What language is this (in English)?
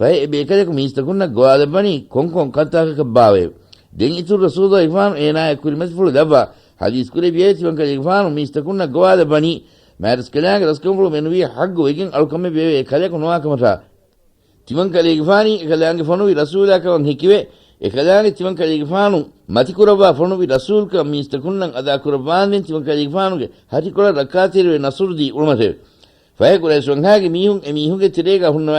Divehi